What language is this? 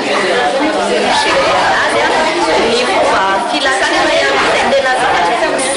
Malagasy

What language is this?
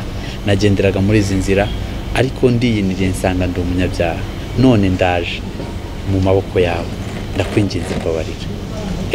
Kinyarwanda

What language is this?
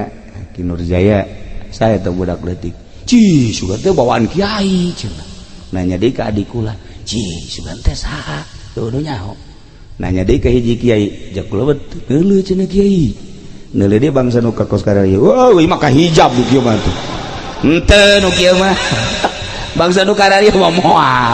Sundanese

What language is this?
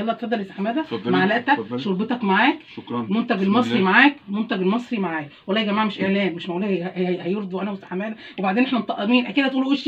Egyptian Arabic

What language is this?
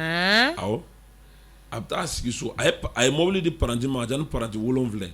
Bambara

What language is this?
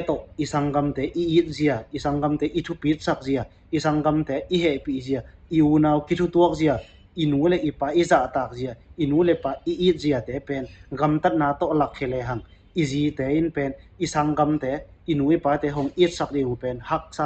Tedim Chin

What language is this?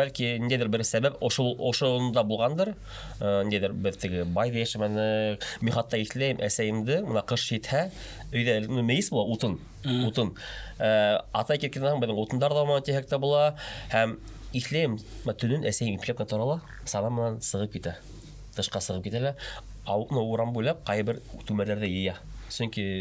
Bashkir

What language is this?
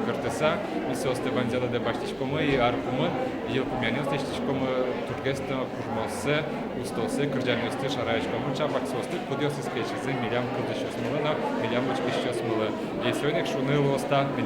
Udmurt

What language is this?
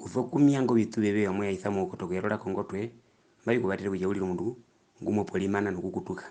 Herero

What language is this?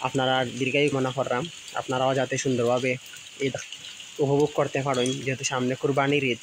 Sylheti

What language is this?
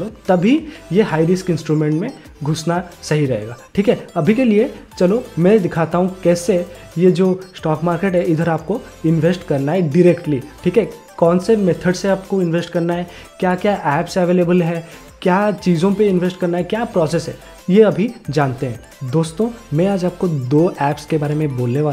Hindi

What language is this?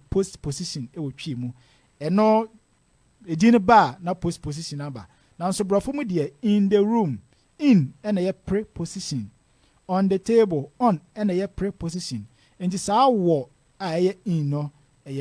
Akan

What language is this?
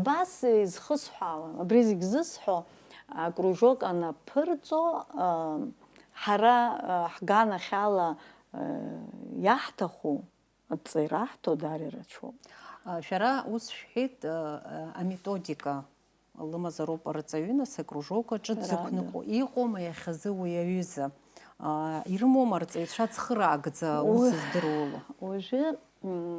Abkhazian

